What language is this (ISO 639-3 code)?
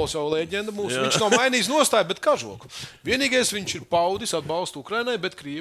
lav